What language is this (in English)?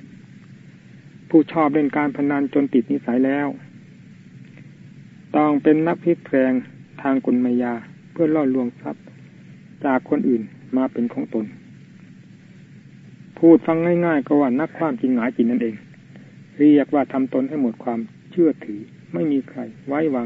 Thai